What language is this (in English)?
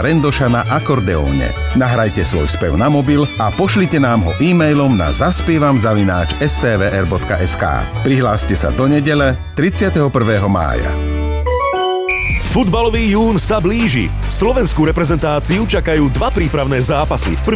Slovak